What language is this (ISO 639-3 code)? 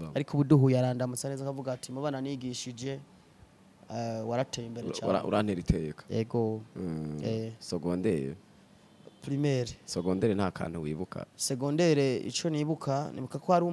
run